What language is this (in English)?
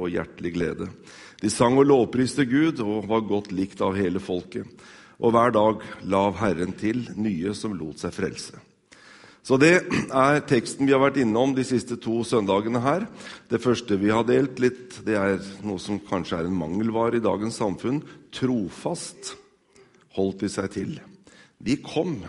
Norwegian